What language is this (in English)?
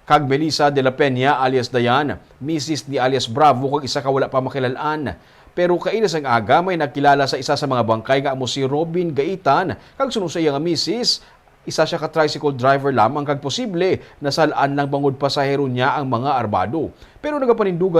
Hiligaynon